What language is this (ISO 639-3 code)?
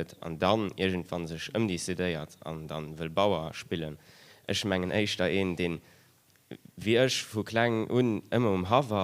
ltz